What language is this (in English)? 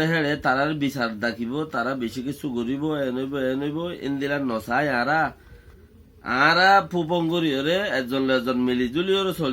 Rohingya